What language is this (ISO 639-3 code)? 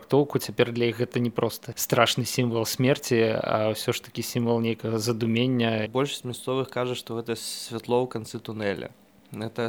bel